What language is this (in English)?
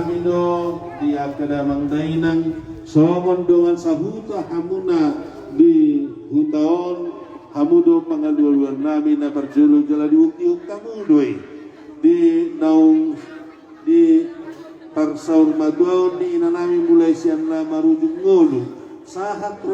Batak Toba